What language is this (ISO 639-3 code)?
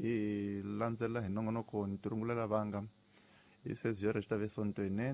tso